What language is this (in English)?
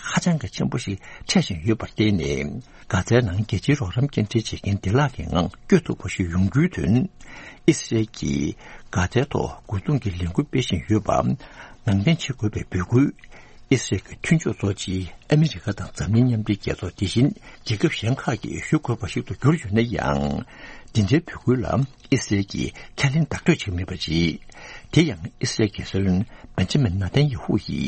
Tibetan